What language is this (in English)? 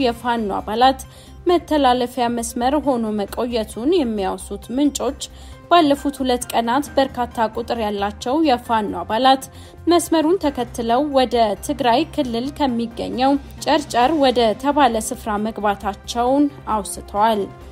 Amharic